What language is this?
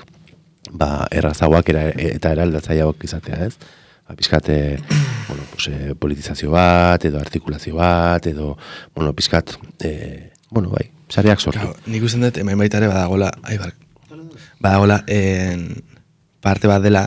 Basque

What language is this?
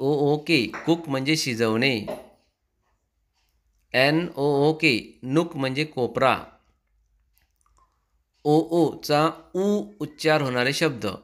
Marathi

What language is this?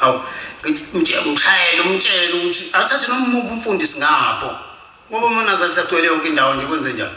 Zulu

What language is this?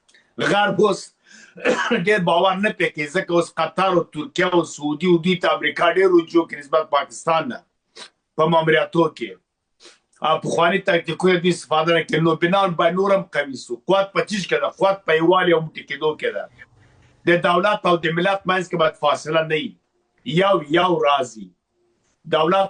Pashto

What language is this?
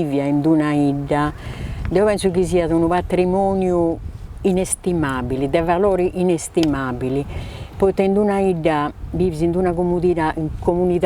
Sardinian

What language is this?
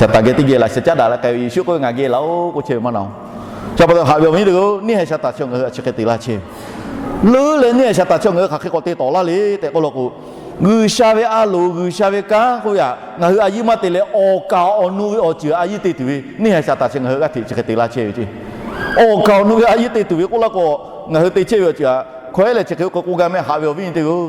Lahu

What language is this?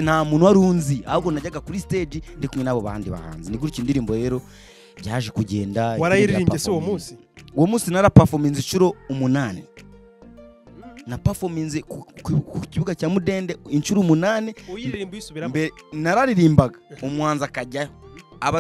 Kinyarwanda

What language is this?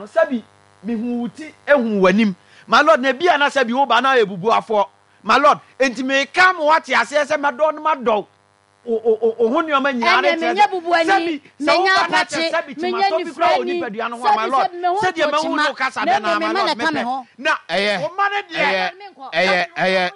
Akan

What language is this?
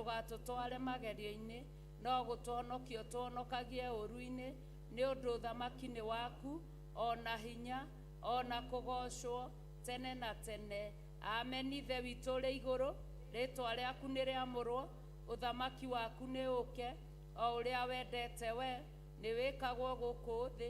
Kikuyu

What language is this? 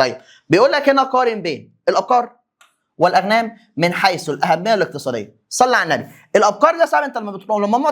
Egyptian Arabic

